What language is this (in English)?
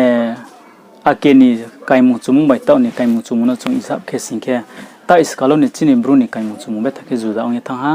Riang (India)